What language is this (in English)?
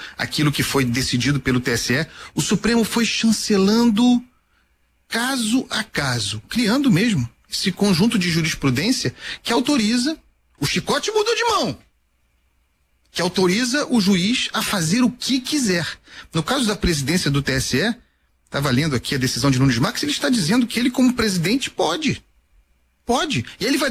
Portuguese